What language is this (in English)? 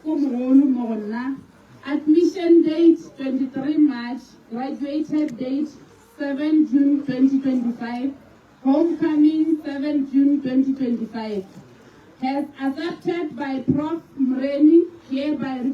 Northern Sotho